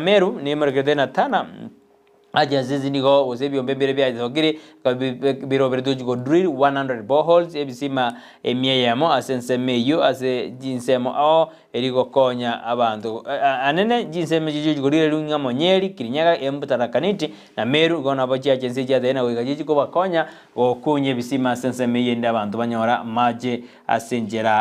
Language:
Gusii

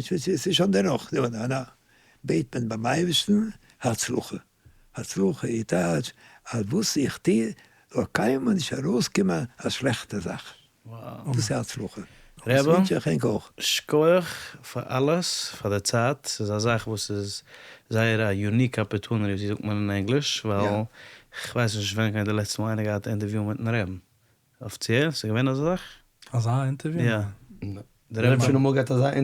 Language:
Yiddish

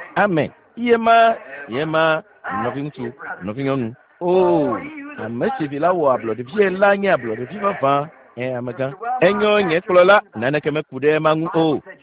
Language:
Ewe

